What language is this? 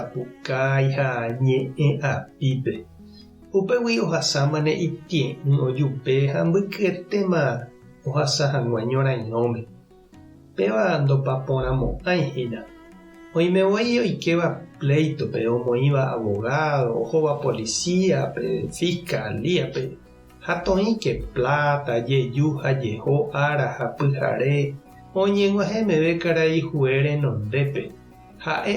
Guarani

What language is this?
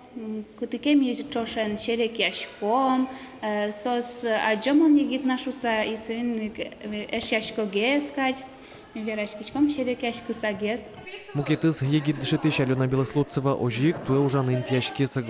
Udmurt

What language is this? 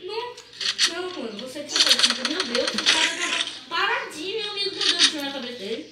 Portuguese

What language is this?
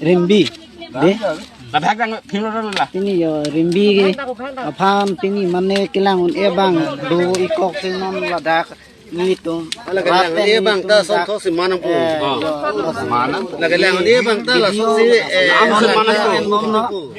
Karbi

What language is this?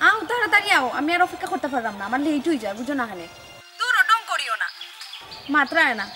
Sylheti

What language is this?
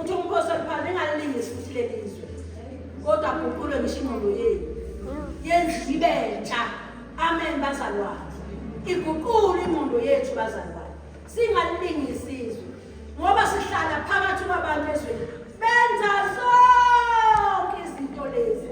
Zulu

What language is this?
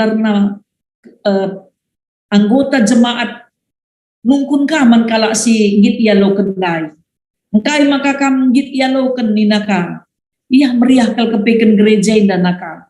Batak Karo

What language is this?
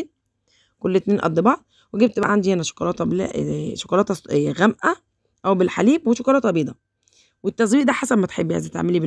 Egyptian Arabic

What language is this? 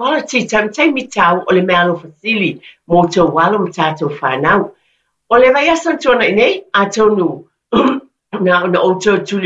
Samoan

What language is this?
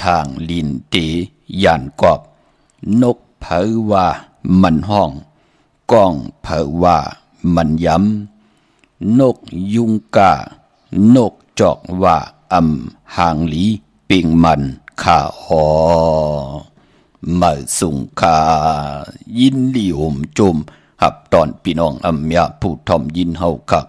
Shan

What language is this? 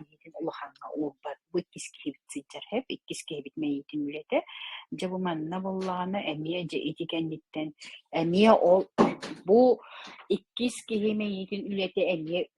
Yakut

